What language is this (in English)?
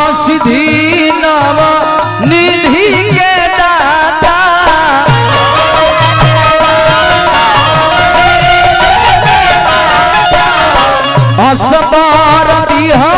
Bhojpuri